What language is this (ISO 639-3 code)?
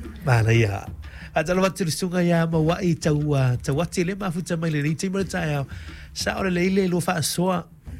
smo